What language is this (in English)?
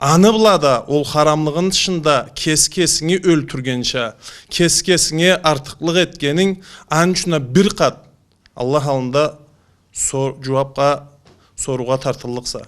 Karachay-Balkar